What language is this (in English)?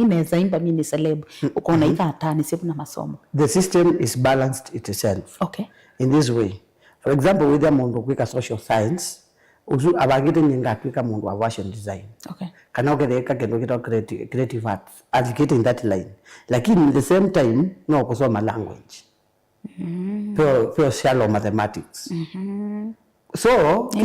Kamba